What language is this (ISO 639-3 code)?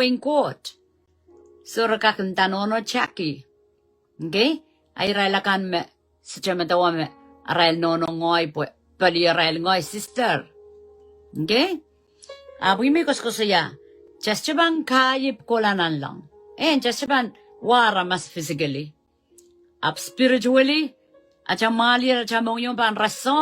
pon